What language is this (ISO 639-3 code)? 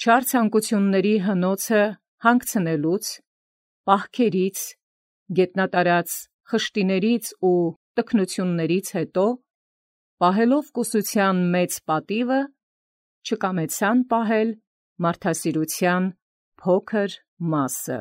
hye